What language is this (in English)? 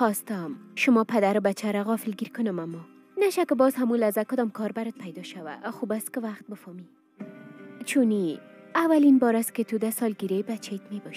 Persian